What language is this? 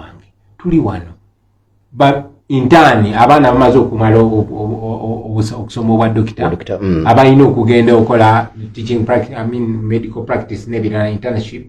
Ganda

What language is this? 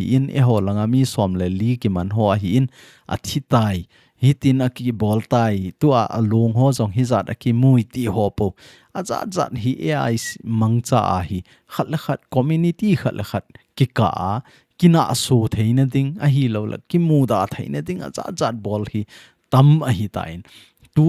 Thado Chin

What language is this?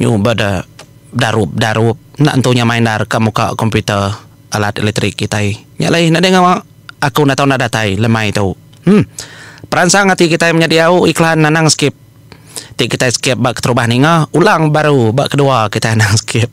Iban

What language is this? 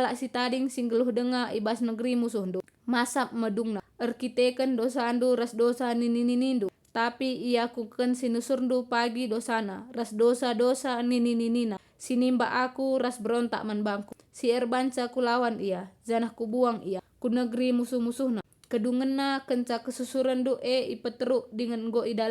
Batak Karo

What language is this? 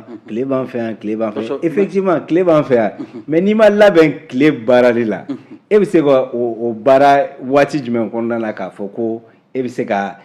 Bambara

